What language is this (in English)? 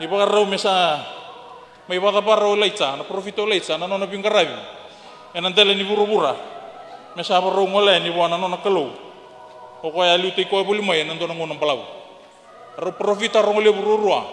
Fijian